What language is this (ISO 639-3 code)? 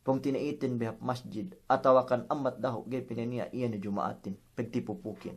yka